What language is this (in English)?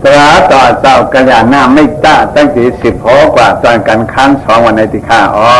Shan